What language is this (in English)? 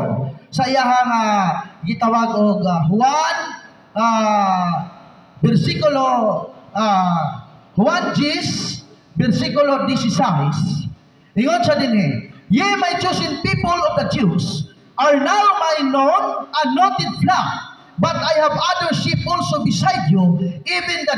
Cebuano